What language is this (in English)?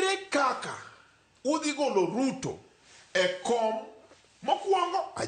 Luo (Kenya and Tanzania)